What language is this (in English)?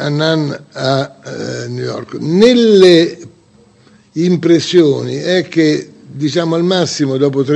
Italian